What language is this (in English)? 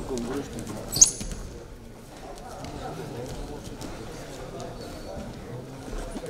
Kazakh